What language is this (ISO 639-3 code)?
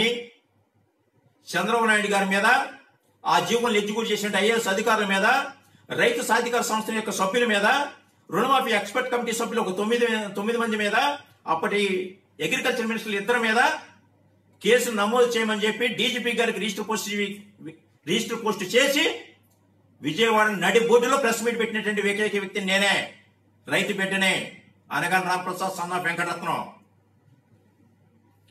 tel